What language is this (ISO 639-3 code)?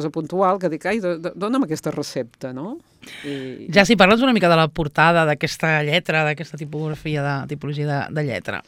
cat